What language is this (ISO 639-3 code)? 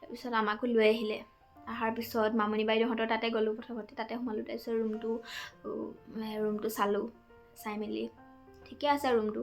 asm